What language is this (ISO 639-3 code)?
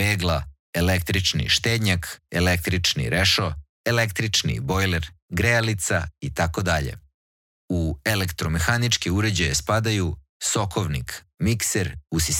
srp